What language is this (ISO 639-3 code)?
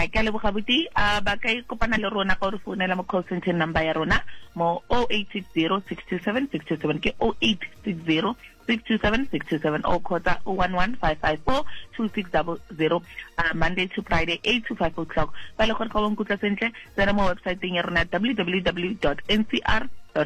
sot